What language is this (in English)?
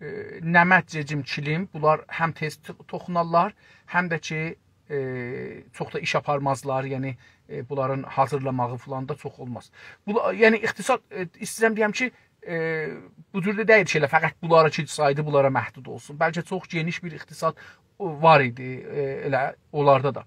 South Azerbaijani